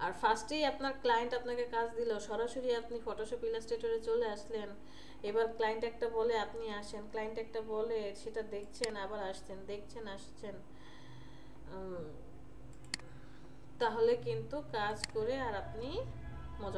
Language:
Bangla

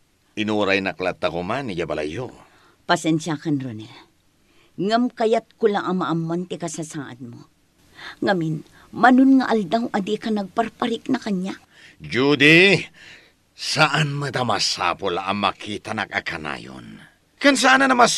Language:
Iloko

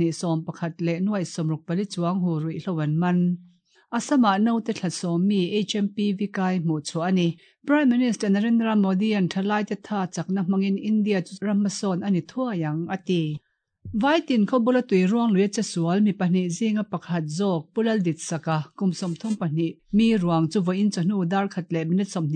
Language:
Mizo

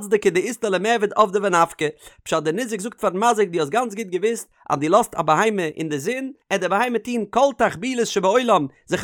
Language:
Yiddish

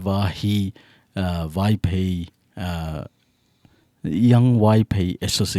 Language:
Thado Chin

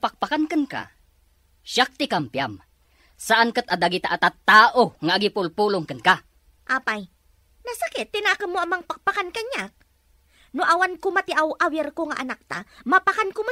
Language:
Iloko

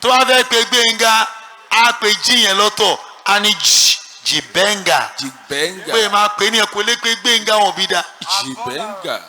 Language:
Yoruba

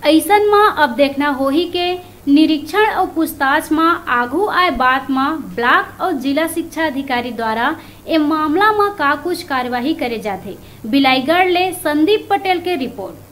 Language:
Chhattisgarhi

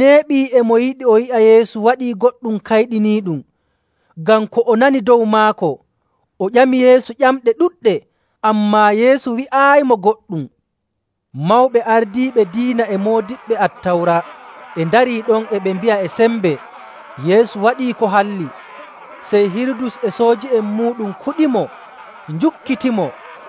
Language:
Nigerian Fulfulde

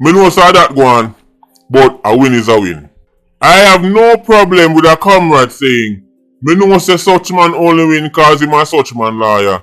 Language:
Jamaican Creole English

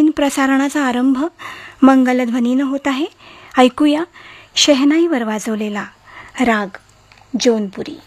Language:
Marathi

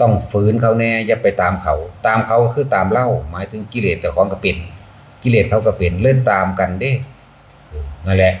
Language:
Northeastern Thai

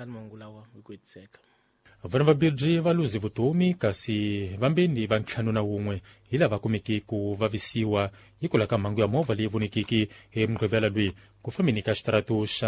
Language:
Tsonga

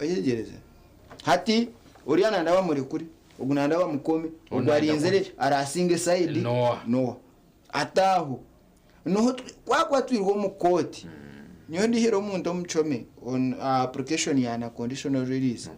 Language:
Nyankole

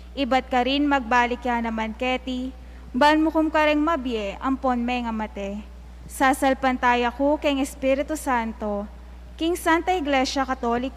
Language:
Pampanga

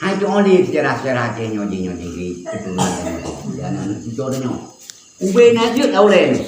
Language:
Achinese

